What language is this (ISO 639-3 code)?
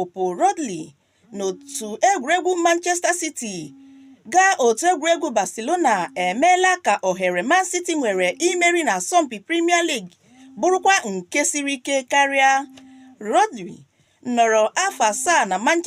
ibo